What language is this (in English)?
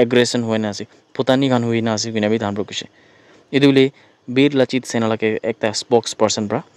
Naga Pidgin